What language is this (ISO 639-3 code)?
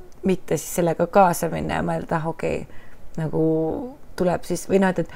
est